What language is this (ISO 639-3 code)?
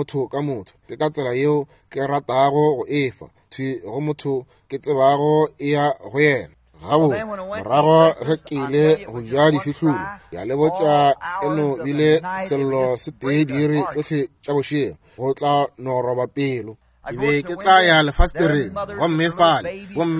nso